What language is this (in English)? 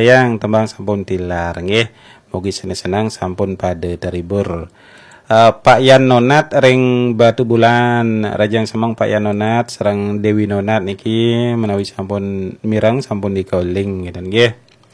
Balinese